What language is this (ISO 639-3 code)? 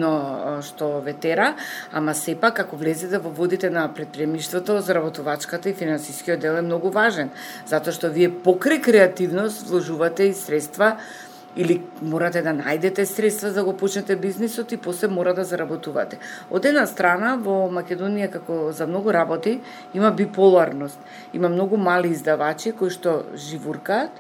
mkd